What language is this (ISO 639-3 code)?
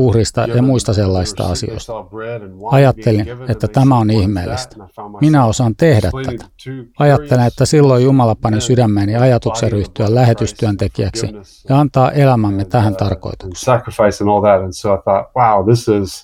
fin